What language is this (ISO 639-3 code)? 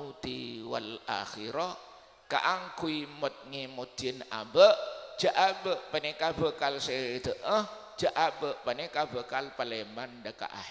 mad